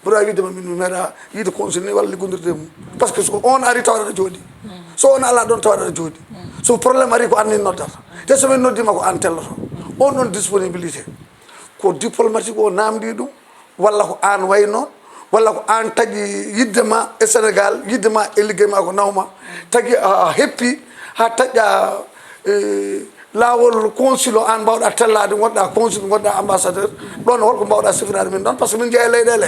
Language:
Fula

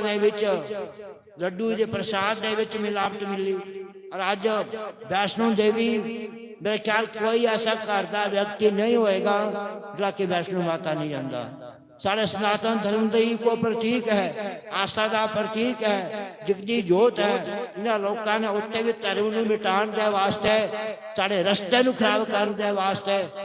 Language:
Dogri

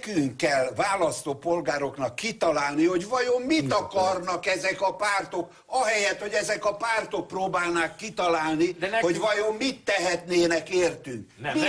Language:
Hungarian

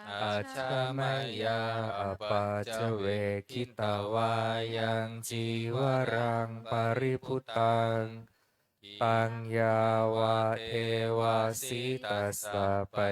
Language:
Pali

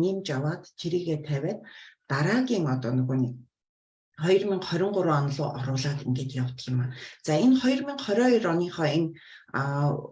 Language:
Mongolian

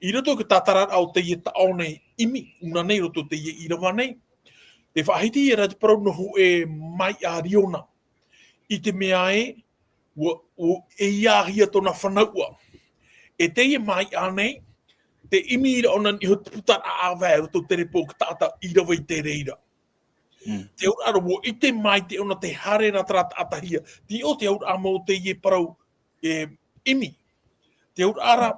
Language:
Tahitian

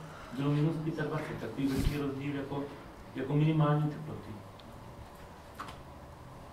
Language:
Czech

